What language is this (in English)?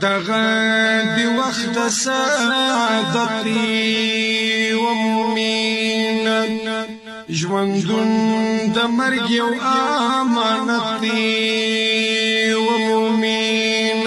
Pashto